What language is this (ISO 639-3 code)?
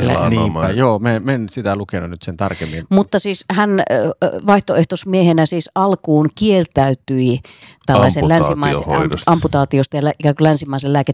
fin